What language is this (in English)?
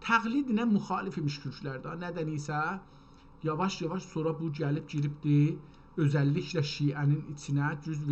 South Azerbaijani